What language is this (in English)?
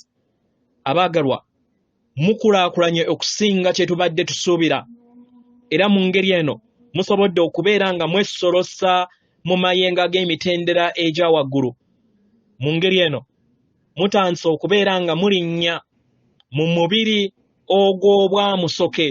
Ganda